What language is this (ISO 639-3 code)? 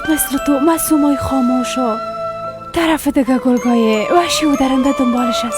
fas